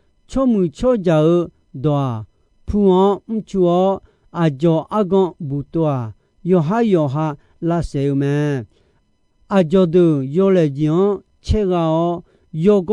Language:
Akha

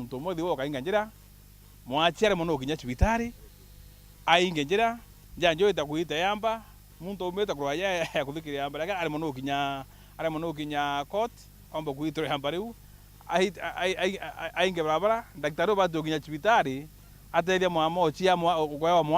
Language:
Meru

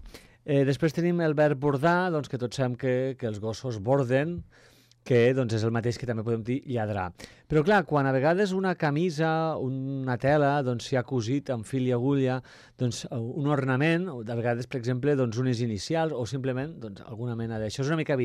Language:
Catalan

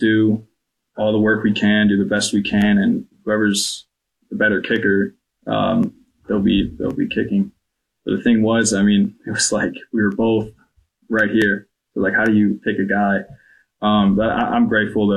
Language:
English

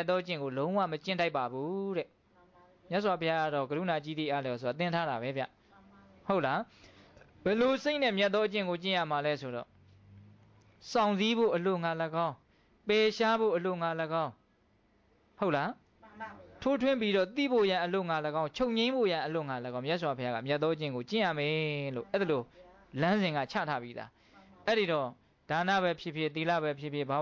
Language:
Burmese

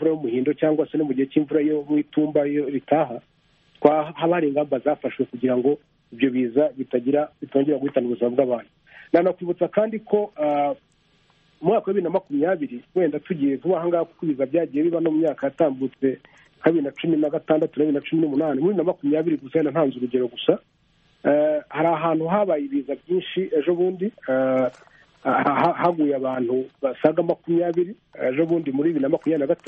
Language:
Kinyarwanda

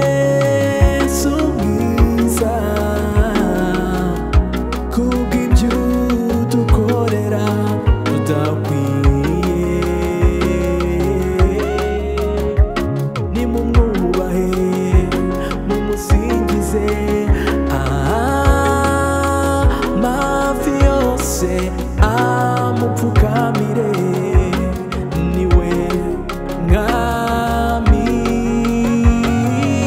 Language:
Kinyarwanda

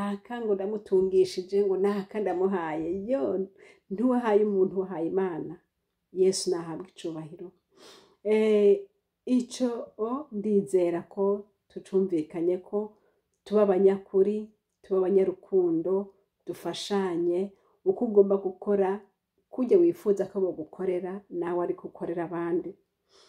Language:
Rundi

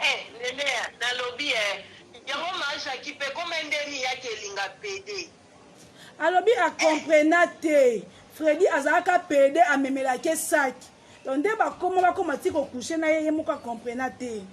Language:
Lingala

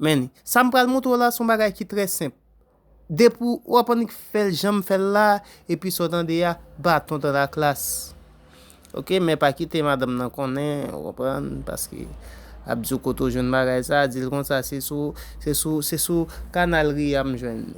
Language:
Haitian Creole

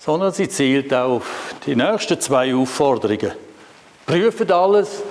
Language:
Swiss German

